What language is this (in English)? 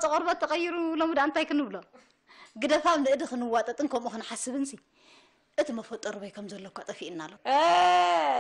Tigrinya